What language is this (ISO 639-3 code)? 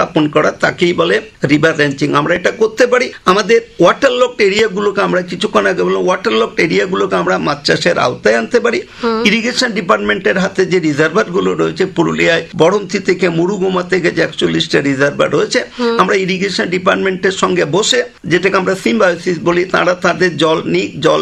ben